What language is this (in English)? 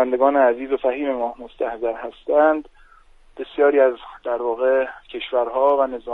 Persian